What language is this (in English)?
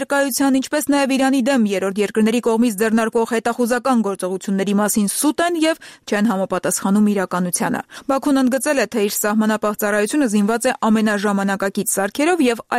Armenian